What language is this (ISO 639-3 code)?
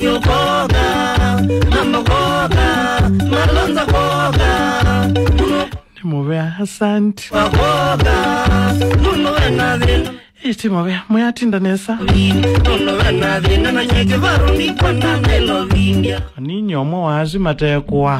kam